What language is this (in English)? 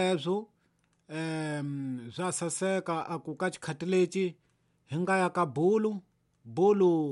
Tsonga